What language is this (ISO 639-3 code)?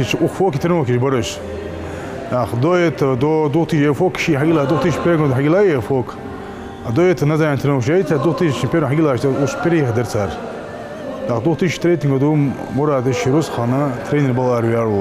inh